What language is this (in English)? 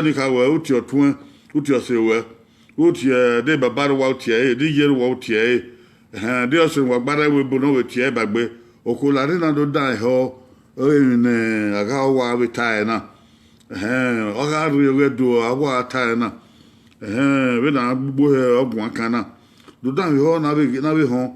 Bini